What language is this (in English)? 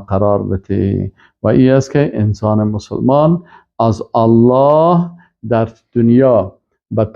Persian